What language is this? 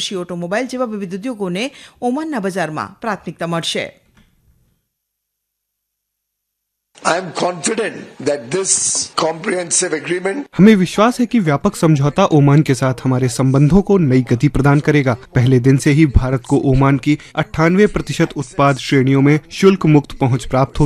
Gujarati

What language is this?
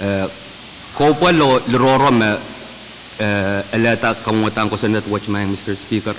Pohnpeian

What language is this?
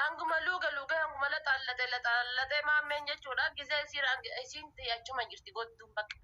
Oromo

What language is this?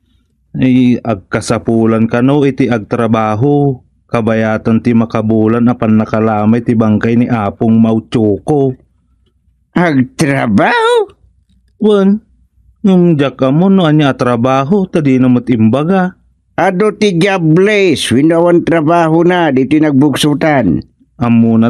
Iloko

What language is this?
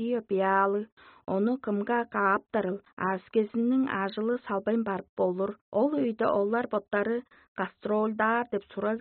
Tuvinian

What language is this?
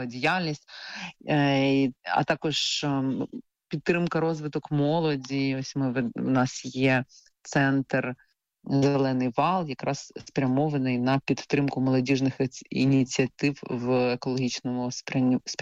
Ukrainian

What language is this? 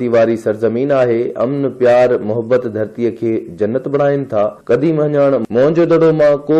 Sindhi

